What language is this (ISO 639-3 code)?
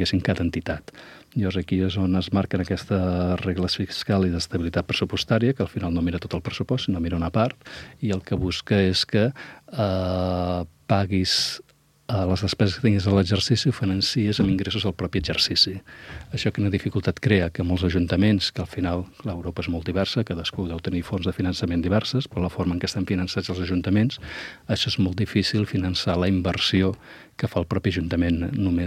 cat